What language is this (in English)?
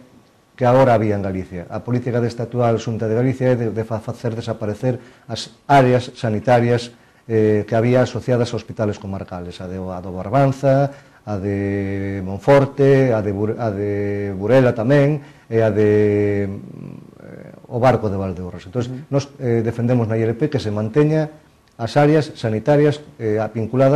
Galician